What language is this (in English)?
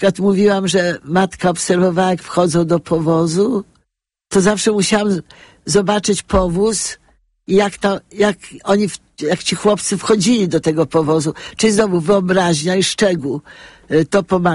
Polish